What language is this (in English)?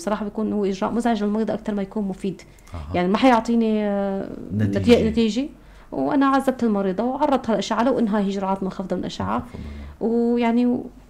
North Levantine Arabic